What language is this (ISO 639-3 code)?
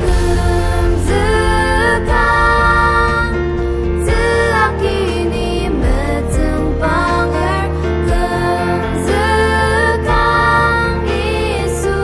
njo